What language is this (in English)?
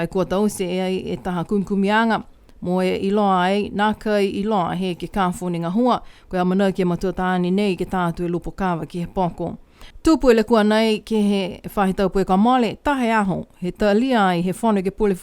Niuean